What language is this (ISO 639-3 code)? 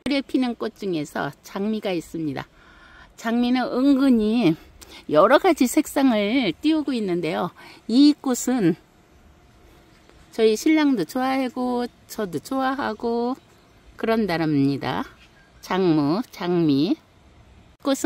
kor